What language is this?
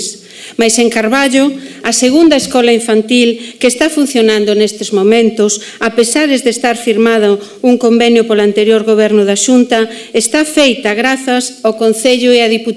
Galician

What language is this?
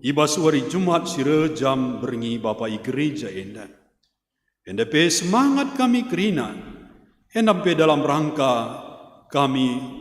Batak Karo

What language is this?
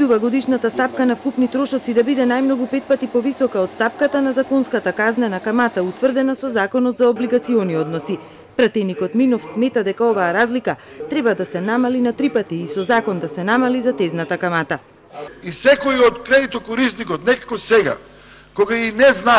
Macedonian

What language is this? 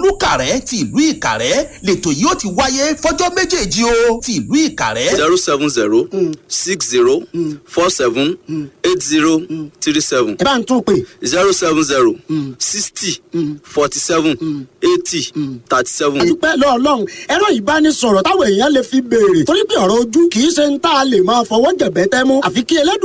Yoruba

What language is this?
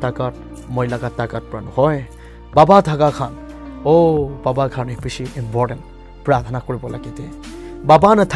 Naga Pidgin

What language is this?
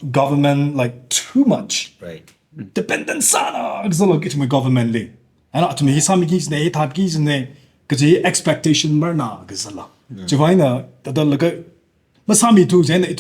Tangkhul Naga (India)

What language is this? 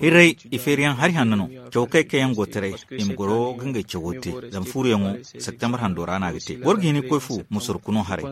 Zarma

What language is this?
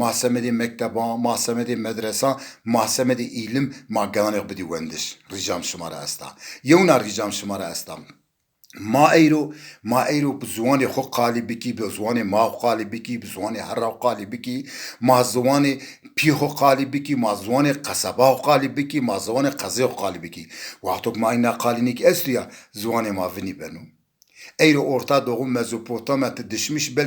Zaza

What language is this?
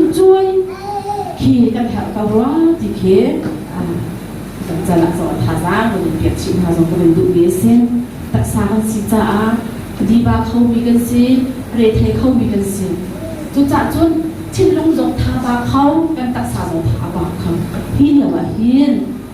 Hakha Chin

